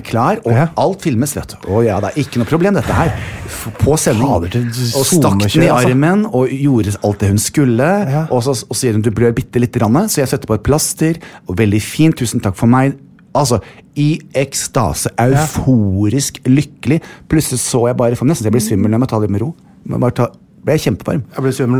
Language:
Norwegian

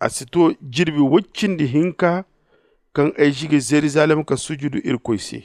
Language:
Zarma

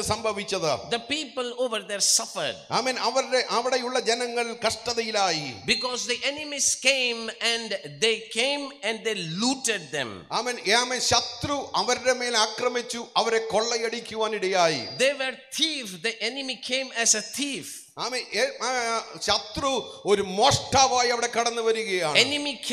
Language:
Malayalam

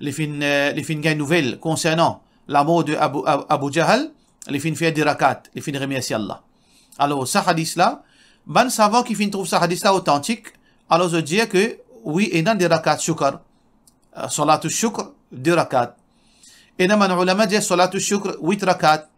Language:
Morisyen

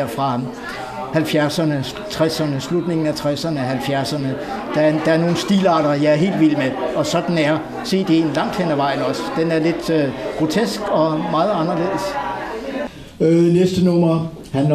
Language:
Danish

